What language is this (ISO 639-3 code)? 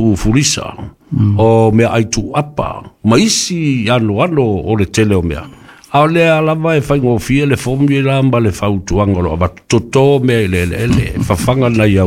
smo